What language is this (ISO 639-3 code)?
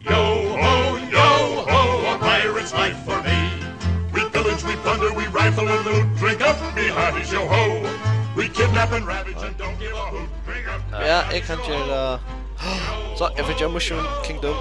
fao